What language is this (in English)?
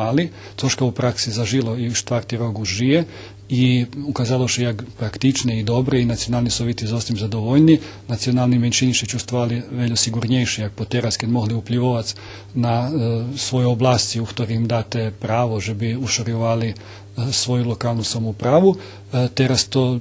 Rusyn